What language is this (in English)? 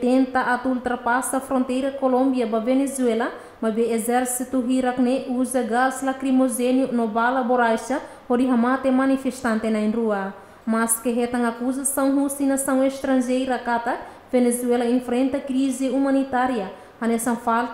Tetum